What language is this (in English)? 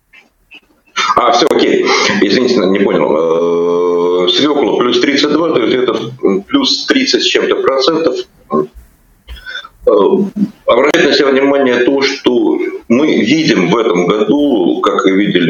Russian